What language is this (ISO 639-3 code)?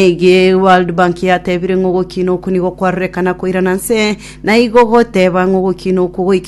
guz